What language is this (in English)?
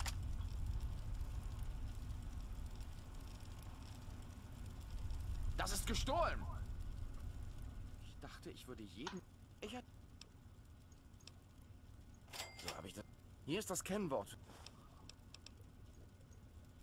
German